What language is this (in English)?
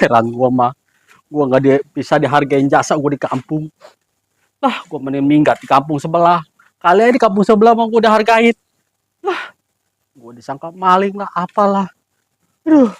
Betawi